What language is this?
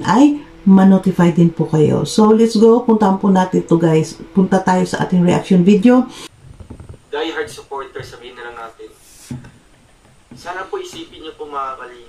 Filipino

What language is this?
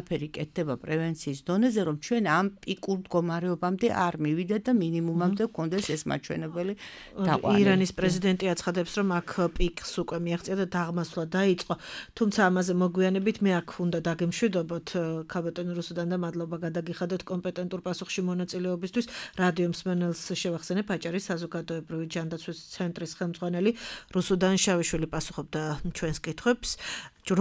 Georgian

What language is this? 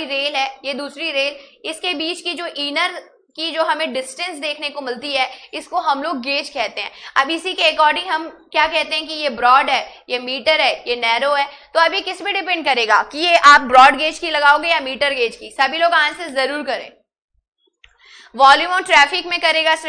Hindi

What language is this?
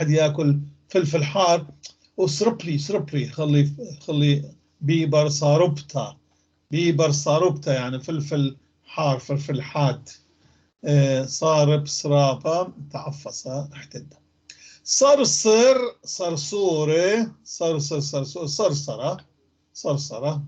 North Levantine Arabic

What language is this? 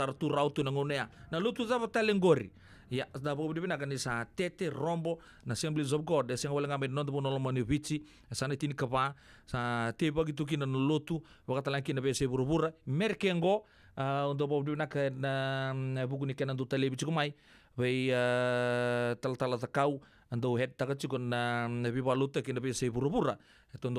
Fijian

